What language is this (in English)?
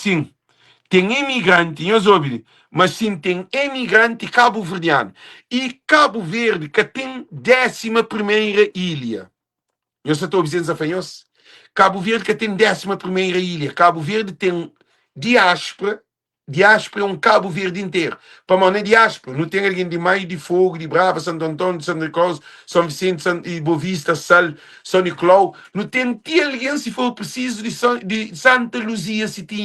Kabuverdianu